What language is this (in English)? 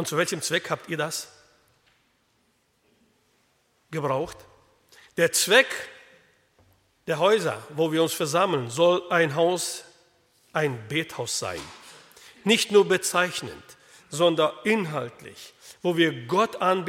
German